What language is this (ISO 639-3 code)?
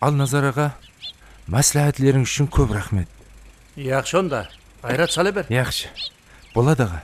kaa